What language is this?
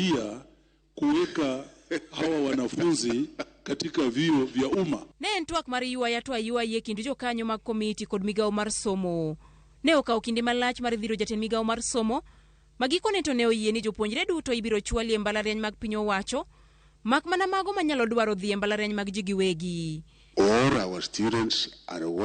Luo (Kenya and Tanzania)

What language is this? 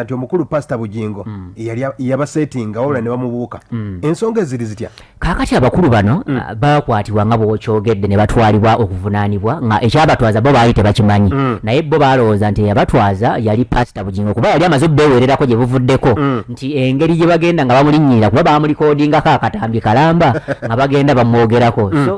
Ganda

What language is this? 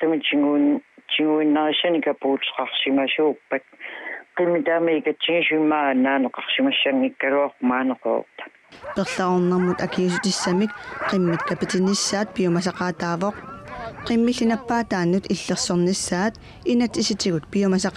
Kalaallisut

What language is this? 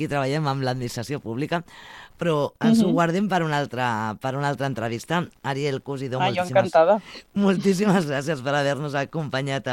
Catalan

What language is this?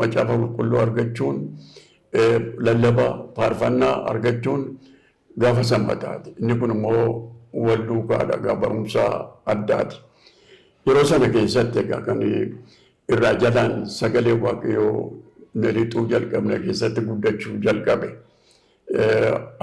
Oromo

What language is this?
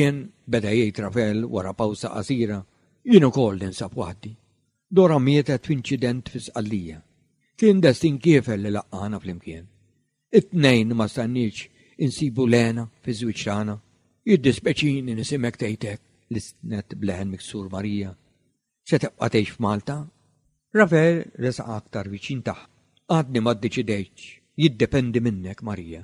Maltese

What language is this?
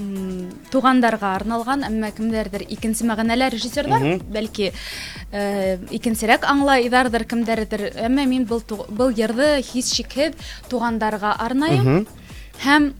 Bashkir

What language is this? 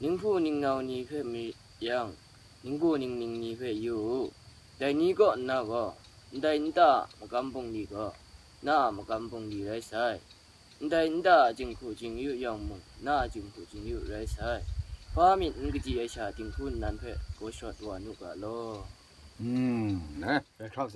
Kachin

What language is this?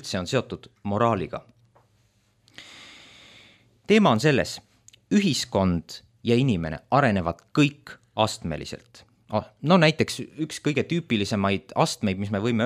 Estonian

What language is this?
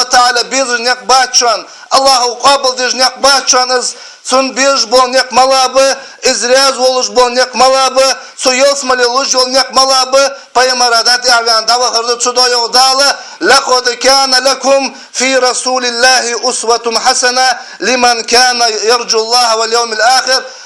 Ingush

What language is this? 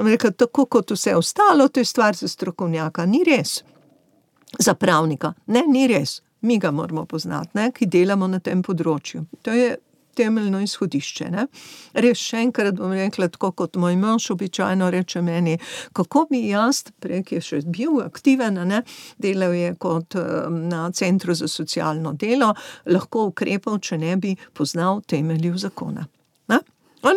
Slovenian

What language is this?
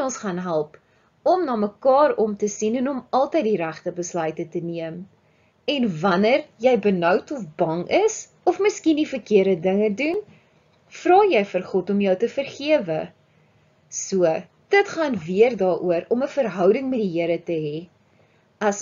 Afrikaans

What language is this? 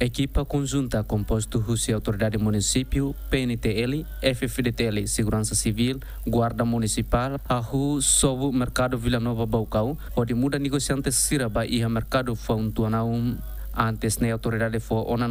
Tetum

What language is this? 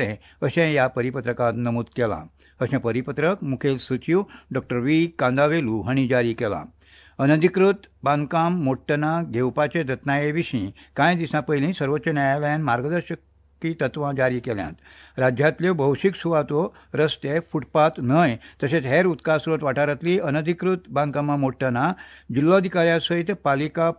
Konkani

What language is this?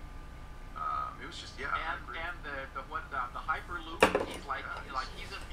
English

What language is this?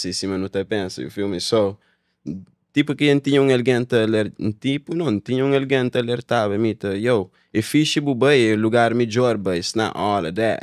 Kabuverdianu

